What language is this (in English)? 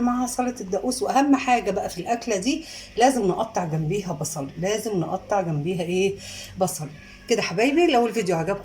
Egyptian Arabic